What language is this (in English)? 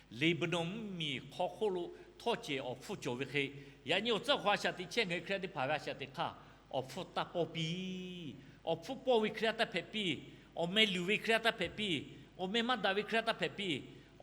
Lahu